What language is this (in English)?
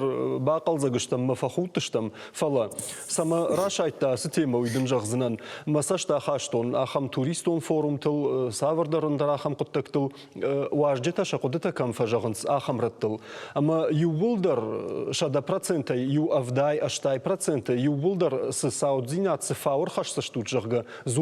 Ossetic